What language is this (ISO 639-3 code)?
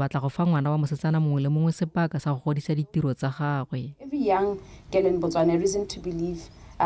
tsn